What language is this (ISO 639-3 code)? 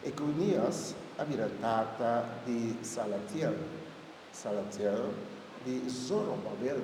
pap